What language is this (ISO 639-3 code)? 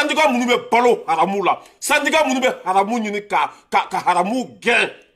bam